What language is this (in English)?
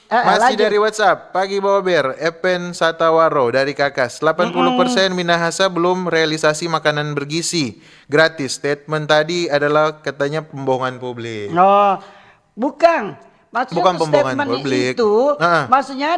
Manado Malay